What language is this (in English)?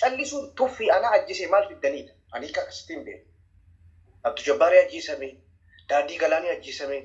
Oromo